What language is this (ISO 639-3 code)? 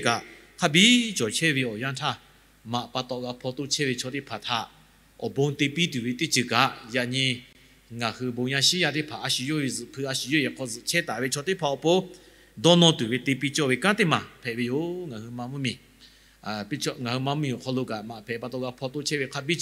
lhu